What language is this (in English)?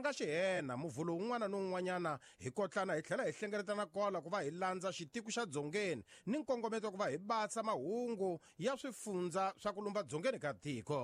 Tsonga